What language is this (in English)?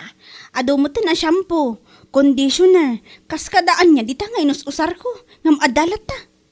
Iloko